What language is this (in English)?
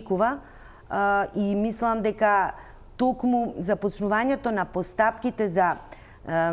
Macedonian